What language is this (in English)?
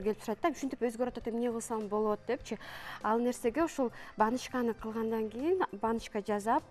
Kyrgyz